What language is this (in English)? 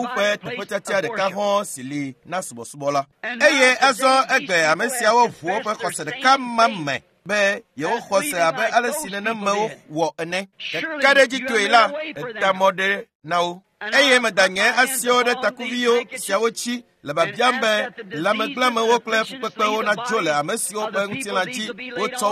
Ewe